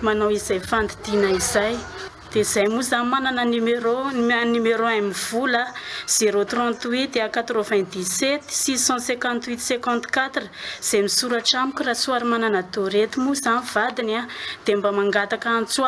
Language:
Malagasy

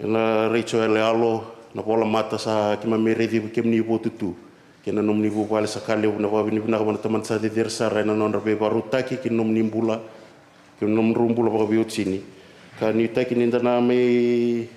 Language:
Fijian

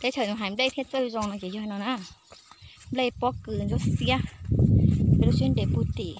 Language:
Hmong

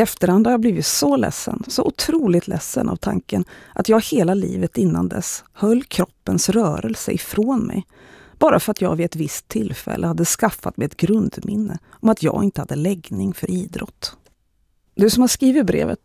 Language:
Swedish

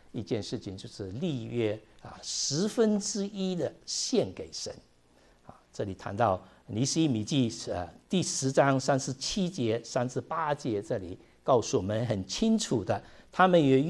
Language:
Chinese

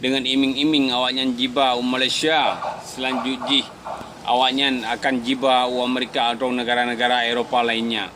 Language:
Achinese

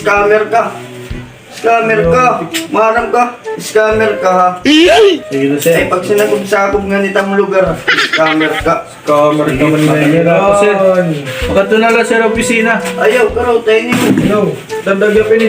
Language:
Waray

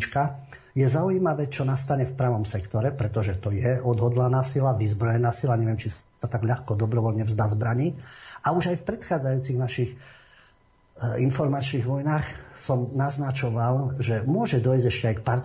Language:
Slovak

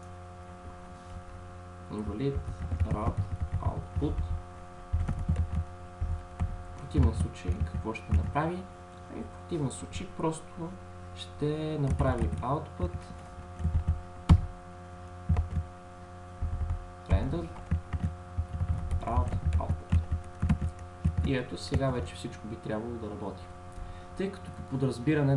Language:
Bulgarian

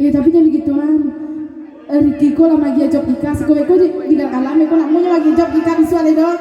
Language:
Minangkabau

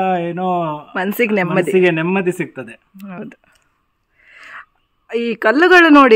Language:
Kannada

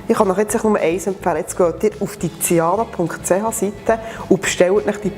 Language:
Swiss German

